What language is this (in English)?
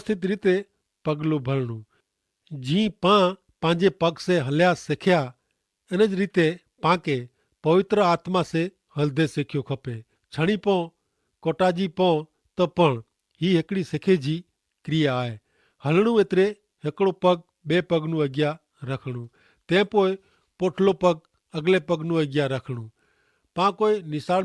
Kachhi